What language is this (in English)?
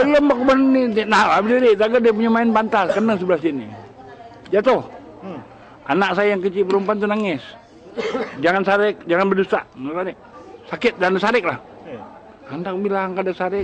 Banjar